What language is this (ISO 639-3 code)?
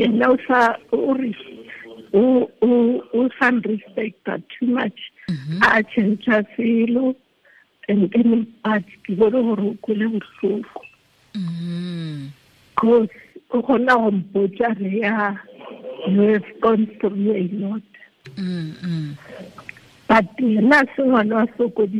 tsn